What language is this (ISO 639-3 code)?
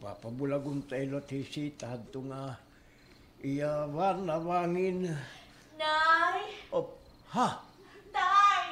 war